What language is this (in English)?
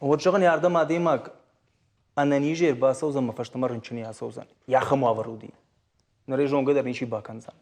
Ossetic